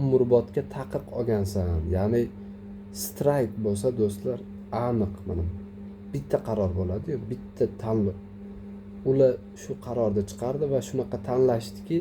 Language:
Uzbek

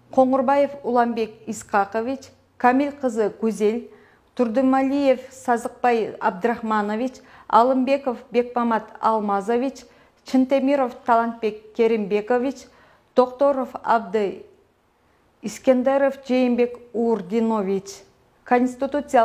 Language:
Kyrgyz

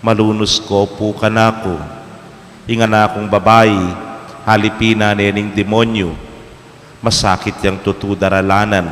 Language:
Pampanga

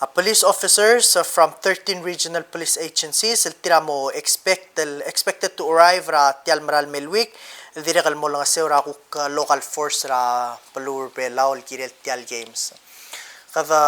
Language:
Palauan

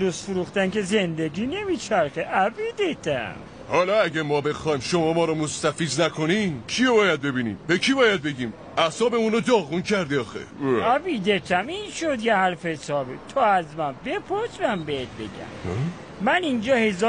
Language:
Persian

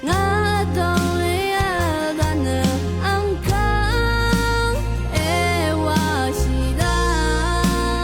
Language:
Rawang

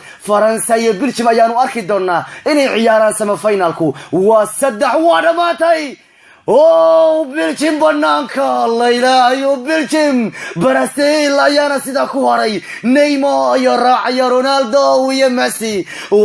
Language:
Somali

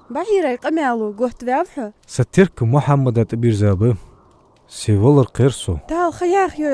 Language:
Ingush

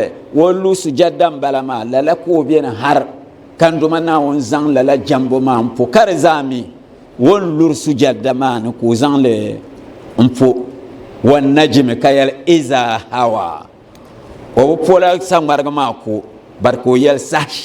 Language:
Dagbani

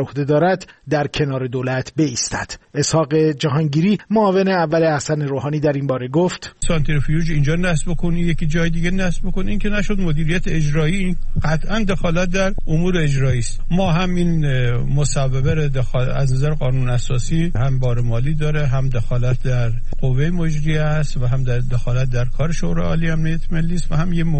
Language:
Persian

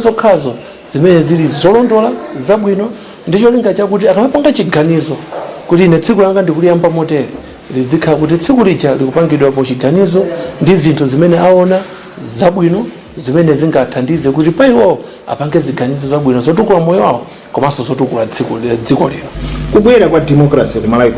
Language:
Nyanja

